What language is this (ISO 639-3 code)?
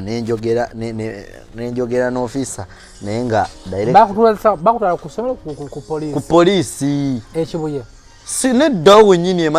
lug